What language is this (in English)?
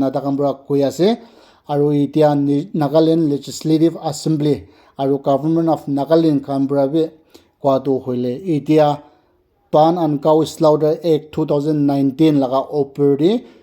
Naga Pidgin